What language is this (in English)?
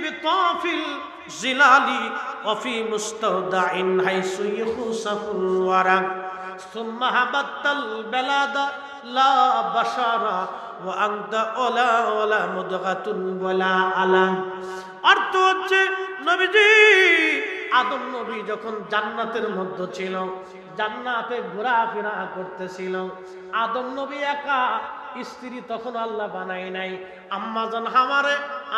Bangla